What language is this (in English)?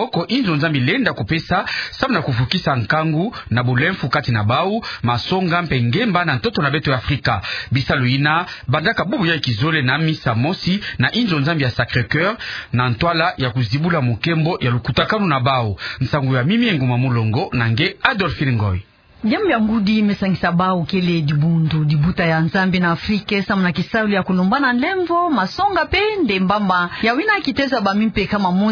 Kituba (Democratic Republic of Congo)